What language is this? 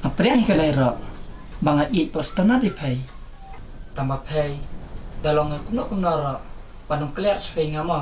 Khasi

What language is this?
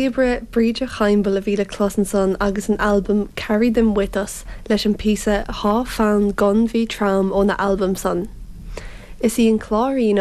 Irish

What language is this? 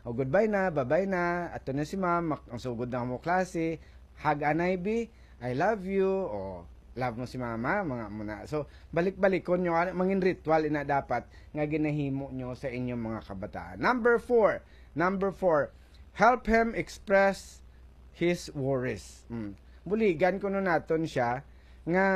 Hiligaynon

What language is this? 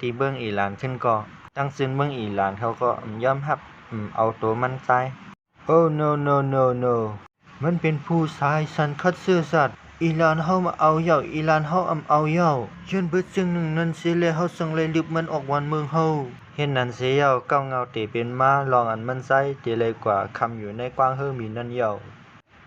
Shan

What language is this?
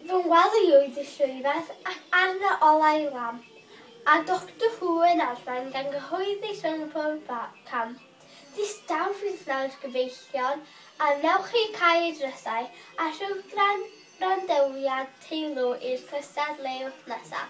Welsh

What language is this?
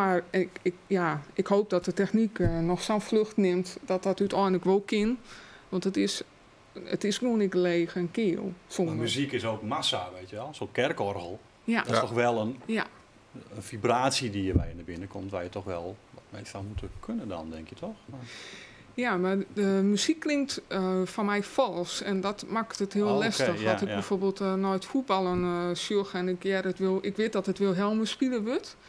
Western Frisian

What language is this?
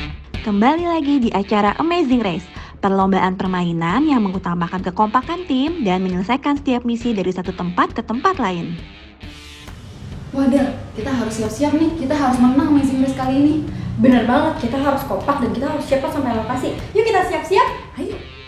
Indonesian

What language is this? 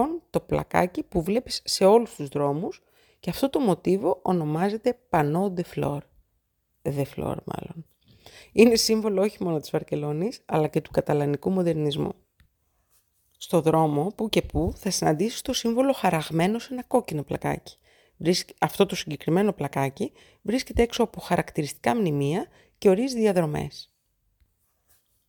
Greek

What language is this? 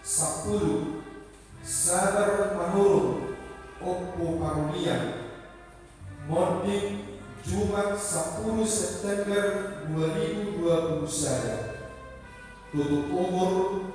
Batak Toba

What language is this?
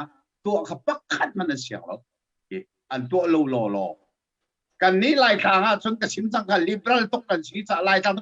Hakha Chin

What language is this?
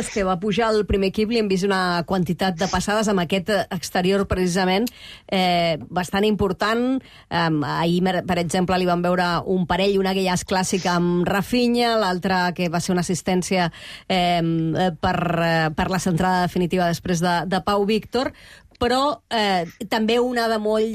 Catalan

